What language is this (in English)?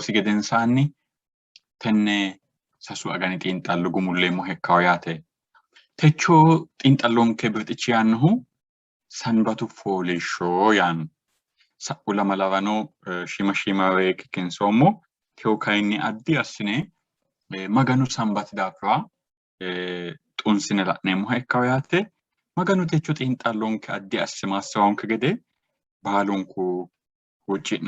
Sidamo